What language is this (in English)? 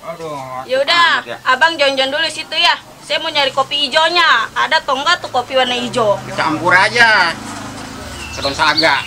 Betawi